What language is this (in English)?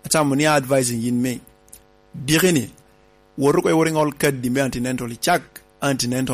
Lango (Uganda)